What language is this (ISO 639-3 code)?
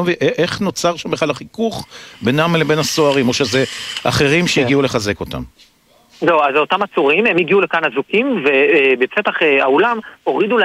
heb